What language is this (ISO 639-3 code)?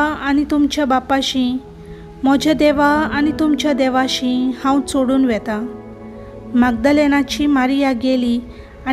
kok